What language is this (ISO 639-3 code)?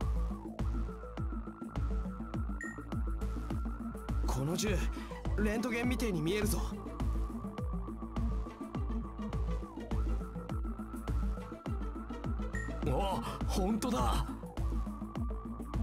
jpn